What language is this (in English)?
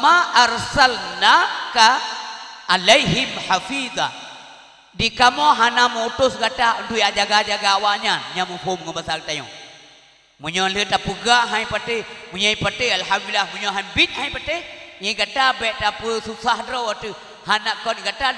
Achinese